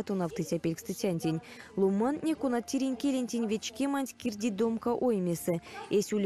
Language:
Erzya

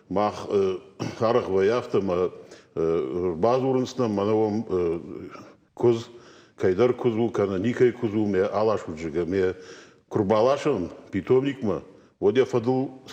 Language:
Ossetic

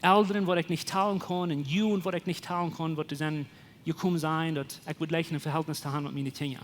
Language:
Plautdietsch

